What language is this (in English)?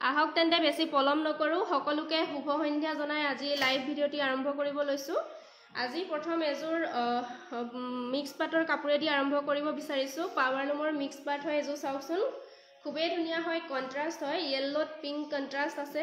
Assamese